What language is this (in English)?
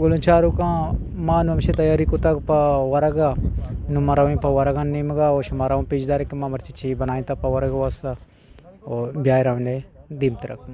Eastern Balochi